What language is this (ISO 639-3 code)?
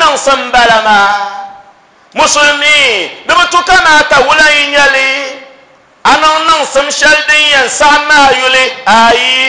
dag